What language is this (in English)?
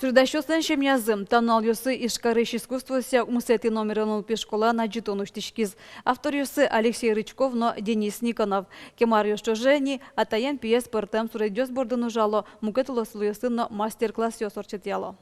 Udmurt